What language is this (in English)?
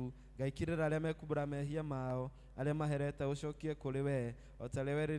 Kikuyu